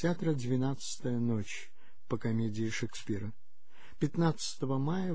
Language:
Russian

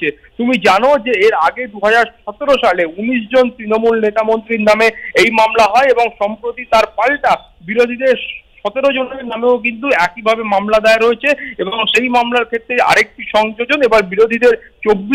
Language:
Bangla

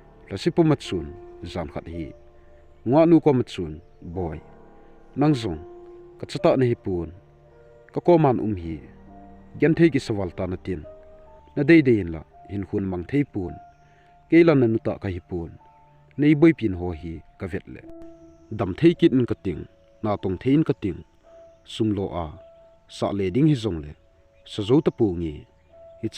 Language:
Thado Chin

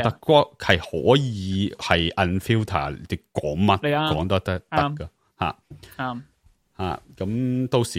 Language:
Cantonese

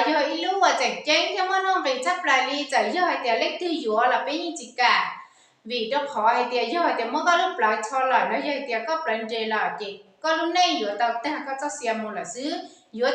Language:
Hmong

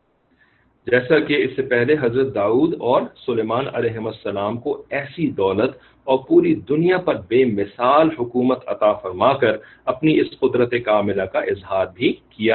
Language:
Urdu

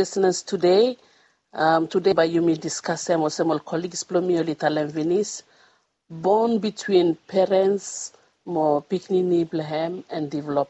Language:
Bislama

